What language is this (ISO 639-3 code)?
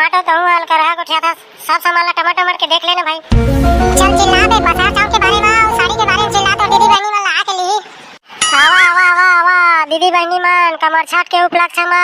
hne